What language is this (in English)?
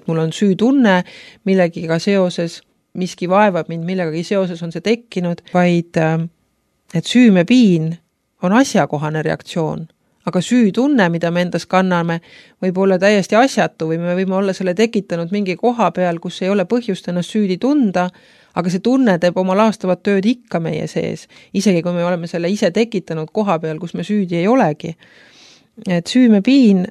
Estonian